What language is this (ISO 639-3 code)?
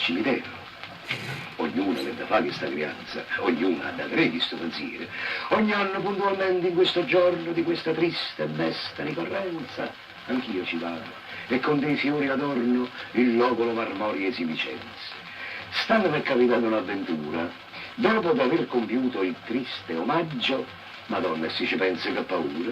nap